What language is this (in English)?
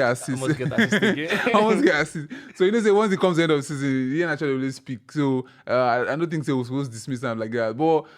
Nigerian Pidgin